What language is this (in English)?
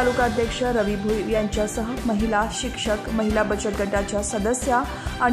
Marathi